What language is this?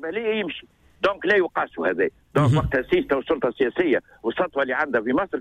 Tunisian Arabic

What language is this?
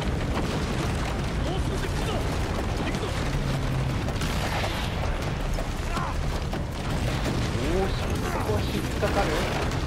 Japanese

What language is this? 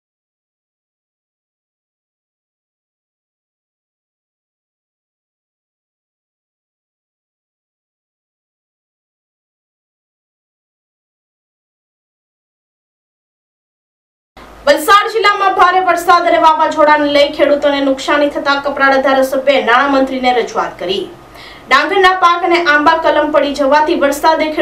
Gujarati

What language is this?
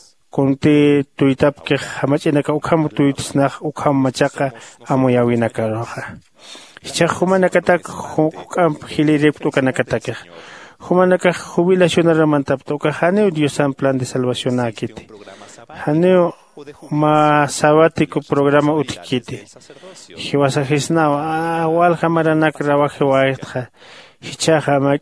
Aymara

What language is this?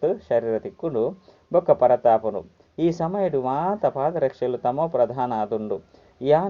Tulu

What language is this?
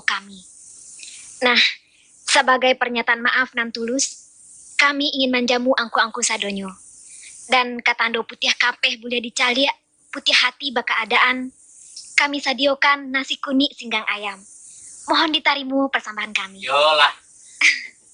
Minangkabau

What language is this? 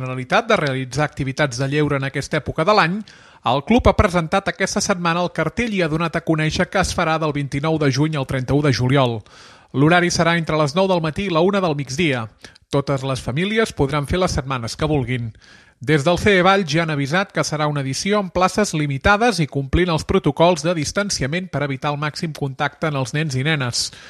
Catalan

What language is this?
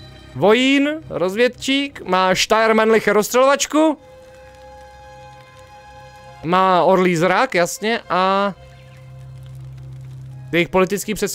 Czech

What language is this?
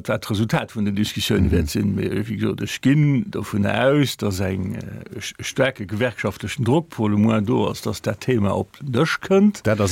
Luxembourgish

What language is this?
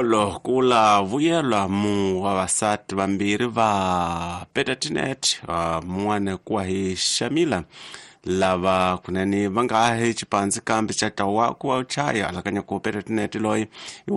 Tsonga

